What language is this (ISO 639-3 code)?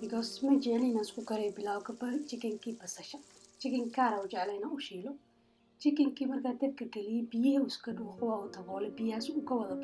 som